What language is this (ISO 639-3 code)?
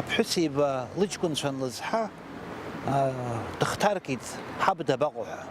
abk